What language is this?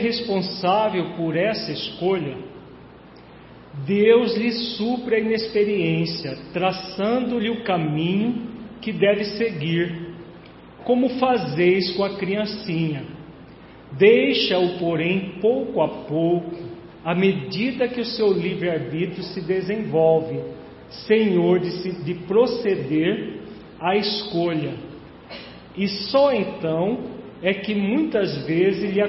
Portuguese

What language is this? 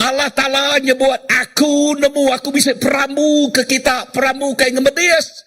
Iban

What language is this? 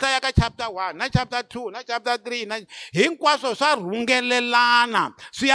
Tsonga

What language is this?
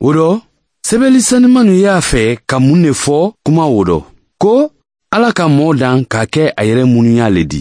Bambara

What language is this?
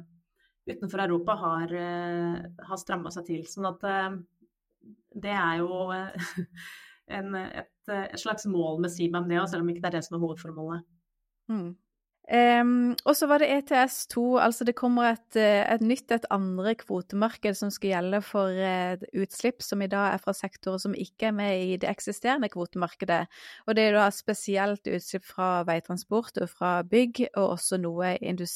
Norwegian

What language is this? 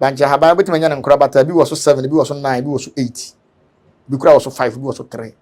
Akan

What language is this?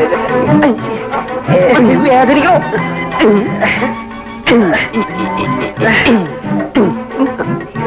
Malayalam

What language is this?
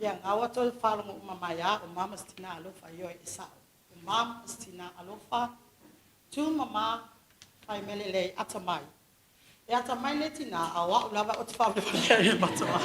Samoan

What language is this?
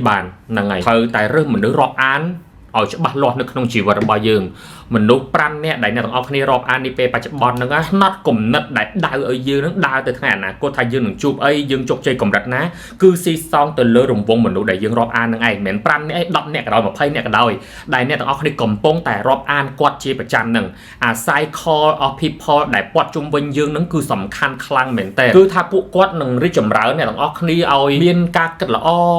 Khmer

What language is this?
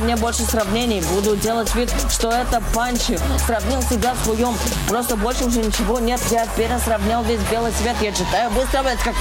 Russian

